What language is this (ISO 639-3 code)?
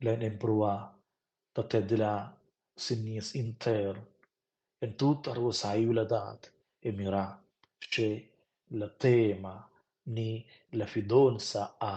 roh